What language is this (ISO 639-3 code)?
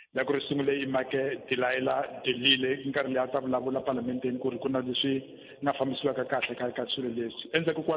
tso